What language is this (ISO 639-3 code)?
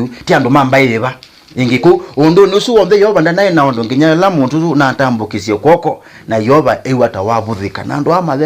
kam